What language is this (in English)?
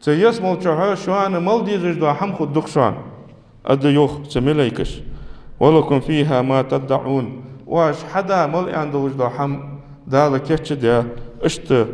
Ingush